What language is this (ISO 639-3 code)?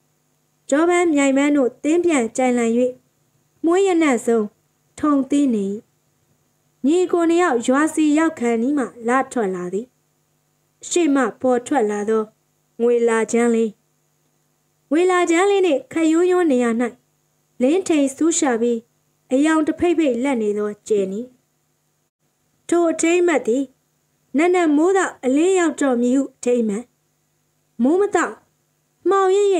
mya